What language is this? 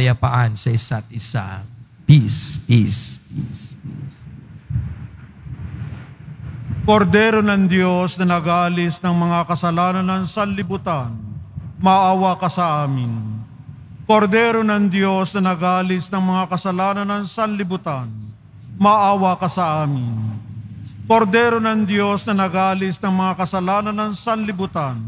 Filipino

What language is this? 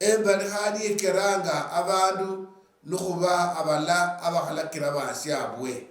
Luyia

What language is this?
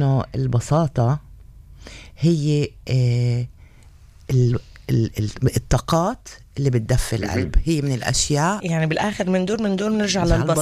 North Levantine Arabic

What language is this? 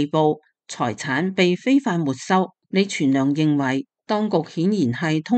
Cantonese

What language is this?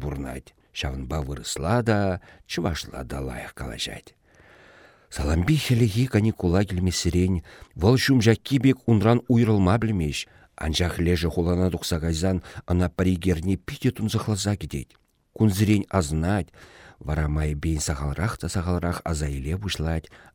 Chuvash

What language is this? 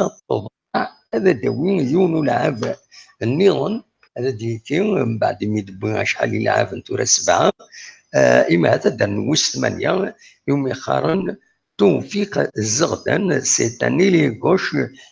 Kabyle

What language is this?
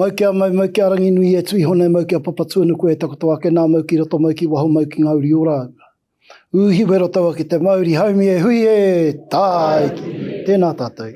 Māori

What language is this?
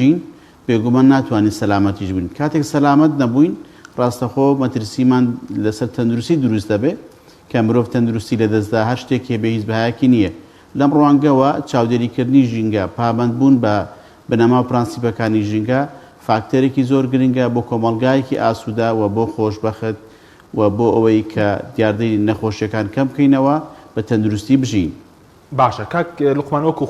Central Kurdish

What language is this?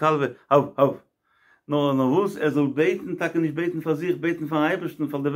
Yiddish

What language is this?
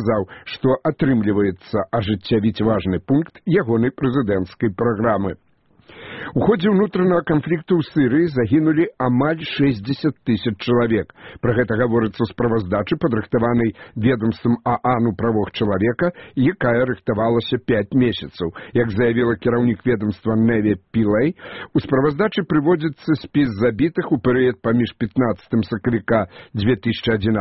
Belarusian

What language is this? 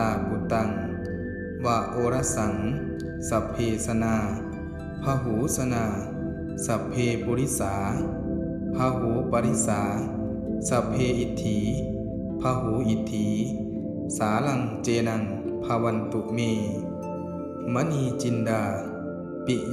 Pali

